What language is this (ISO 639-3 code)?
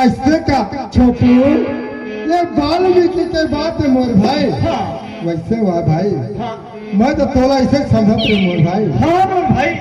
hne